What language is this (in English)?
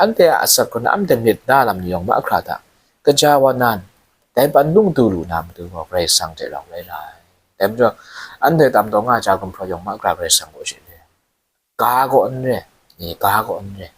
Kachin